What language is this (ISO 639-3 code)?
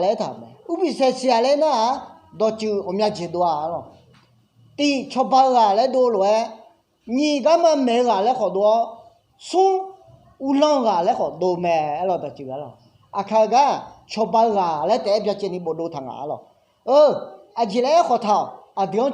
ahk